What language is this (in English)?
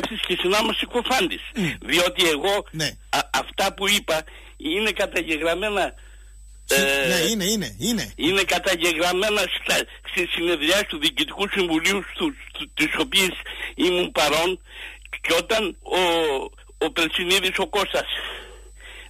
Greek